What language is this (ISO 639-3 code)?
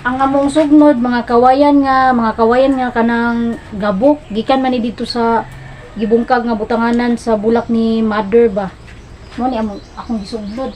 ceb